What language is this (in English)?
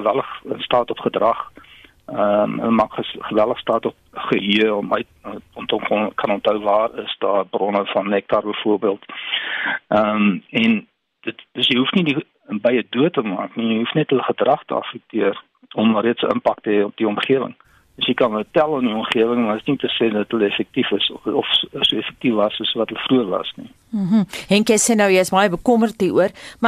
Afrikaans